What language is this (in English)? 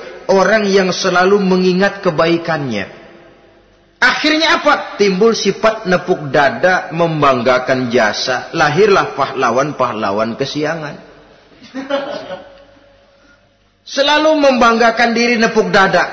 Indonesian